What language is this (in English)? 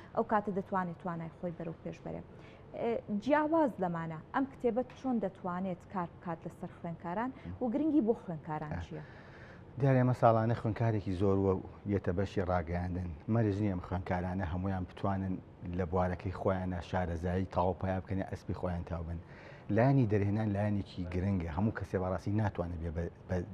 Central Kurdish